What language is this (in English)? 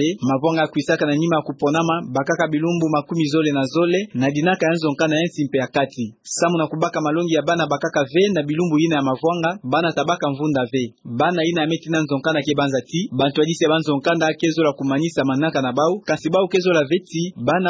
Kituba (Democratic Republic of Congo)